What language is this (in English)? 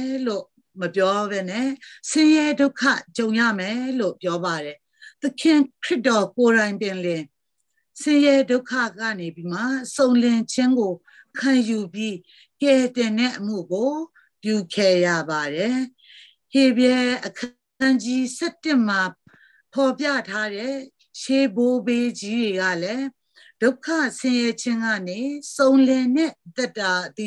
Burmese